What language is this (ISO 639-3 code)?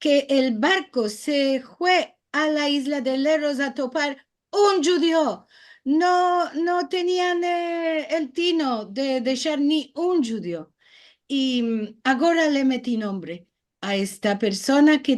lad